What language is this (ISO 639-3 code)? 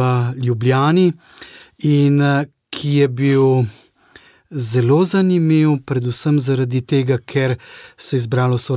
slv